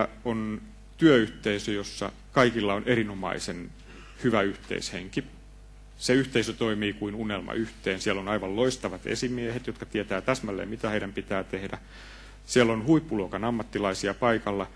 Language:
Finnish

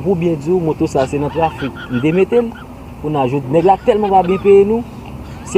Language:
Haitian Creole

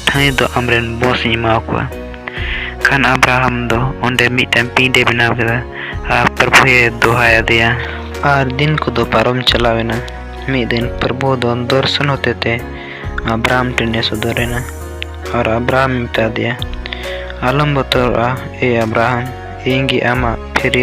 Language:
Santali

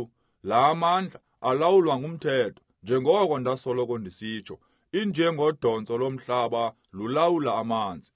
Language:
Xhosa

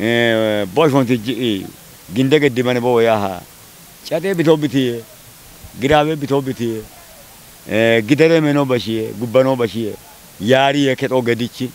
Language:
Kafa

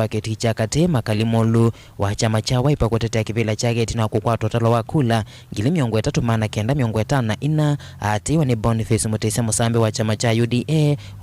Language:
Kamba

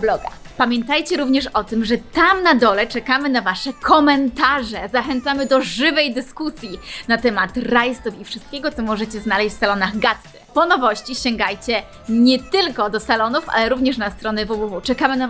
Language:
Polish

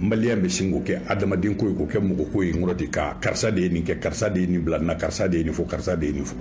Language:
Bambara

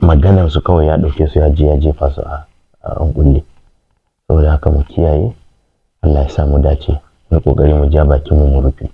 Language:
Hausa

